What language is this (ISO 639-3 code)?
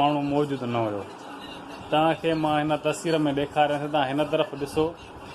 snd